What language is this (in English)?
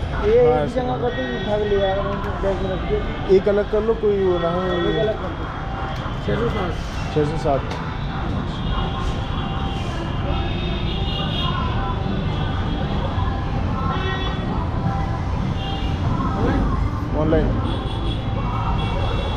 Hindi